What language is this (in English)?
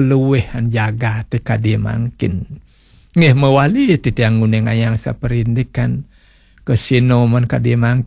Balinese